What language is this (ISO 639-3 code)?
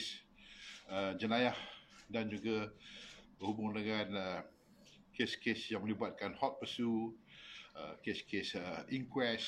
msa